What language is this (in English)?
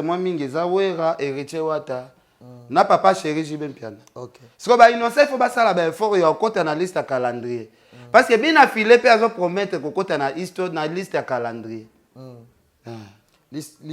Lingala